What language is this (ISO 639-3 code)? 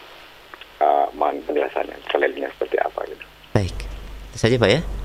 ind